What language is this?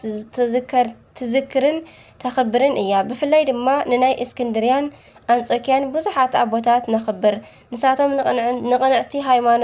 Tigrinya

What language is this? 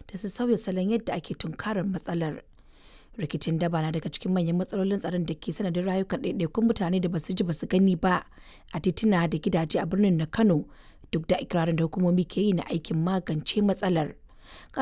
Hausa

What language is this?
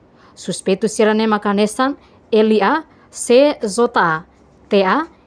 Tetum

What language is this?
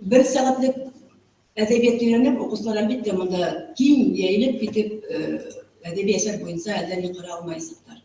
Bashkir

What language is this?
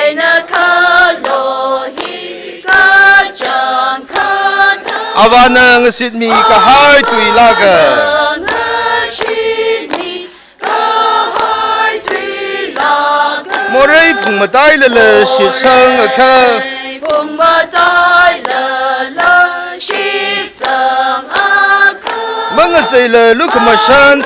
Tangkhul Naga (India)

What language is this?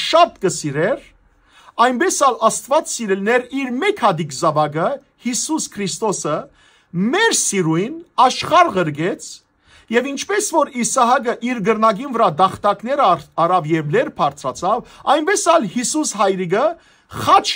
Western Armenian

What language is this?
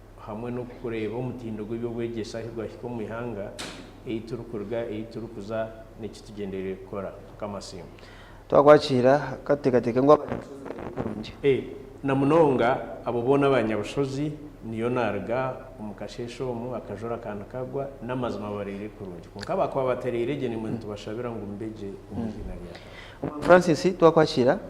Nyankole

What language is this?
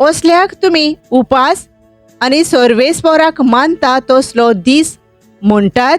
Konkani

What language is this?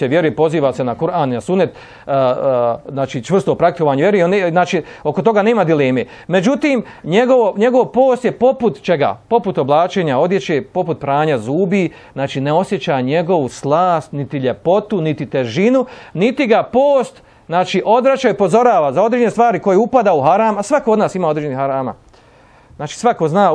Bosnian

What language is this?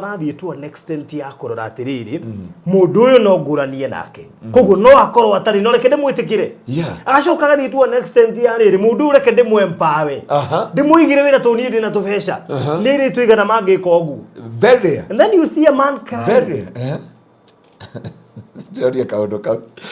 Kikuyu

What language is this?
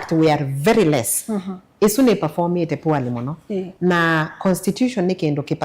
Kamba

